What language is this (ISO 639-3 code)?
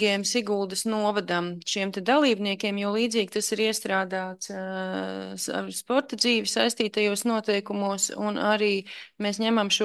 lav